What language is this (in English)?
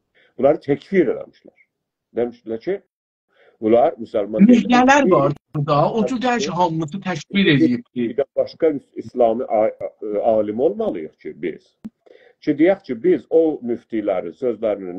South Azerbaijani